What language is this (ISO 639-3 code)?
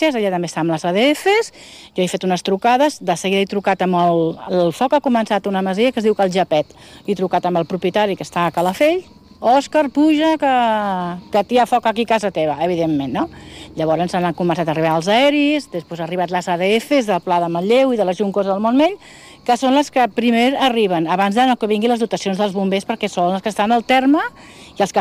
cat